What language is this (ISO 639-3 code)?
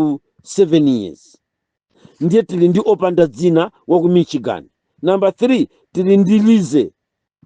nya